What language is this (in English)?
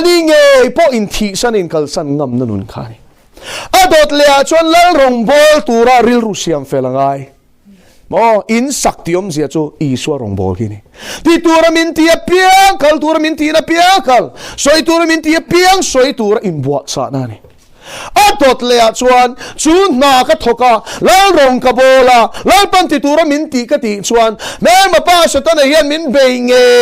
Mizo